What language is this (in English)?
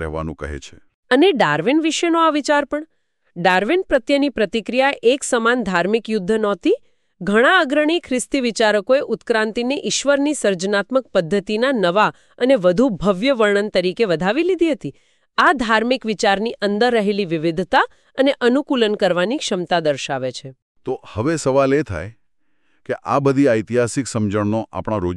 Gujarati